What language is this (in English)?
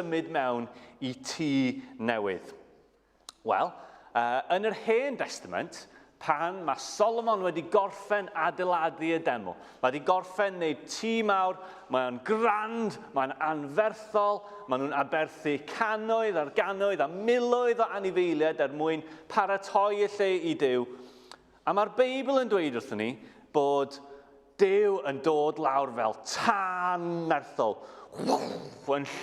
Welsh